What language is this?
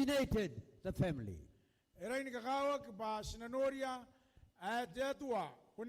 Gilbertese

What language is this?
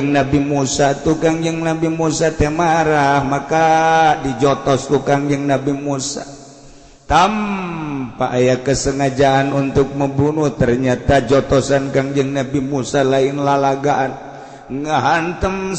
Sundanese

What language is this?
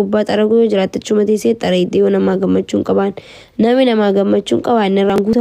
Oromo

